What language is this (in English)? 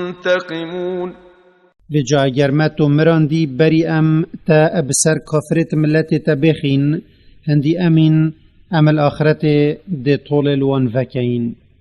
Kurdish